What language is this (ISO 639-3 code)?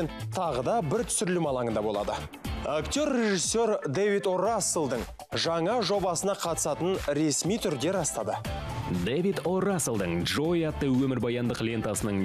kaz